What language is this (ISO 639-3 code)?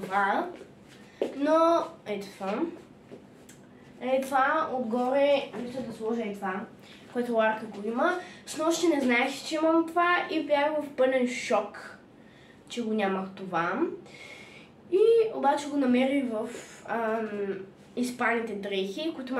bul